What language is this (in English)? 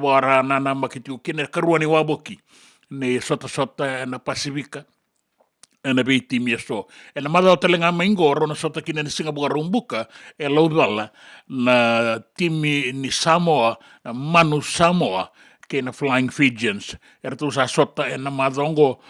Fijian